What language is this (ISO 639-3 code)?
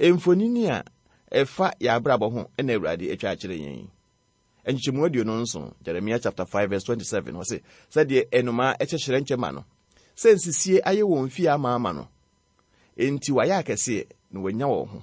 aka